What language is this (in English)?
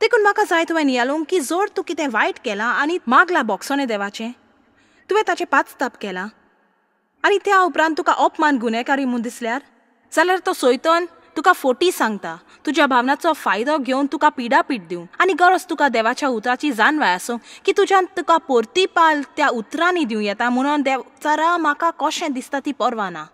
Konkani